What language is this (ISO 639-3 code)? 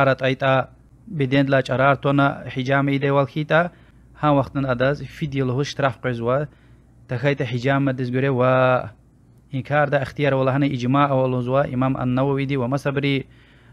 lez